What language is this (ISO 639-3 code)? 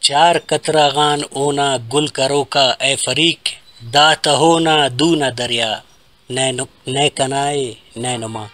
brh